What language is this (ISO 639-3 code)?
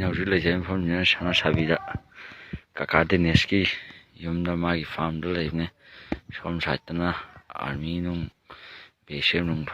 mni